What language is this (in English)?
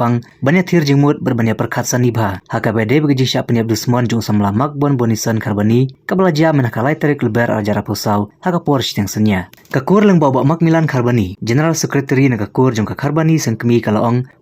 Khasi